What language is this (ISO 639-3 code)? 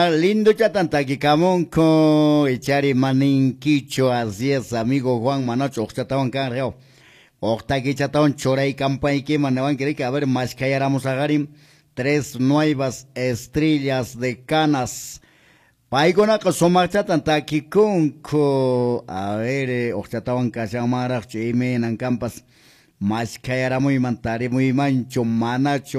que